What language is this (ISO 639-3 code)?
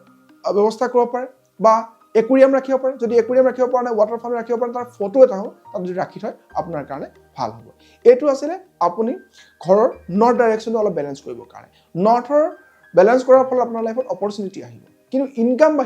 asm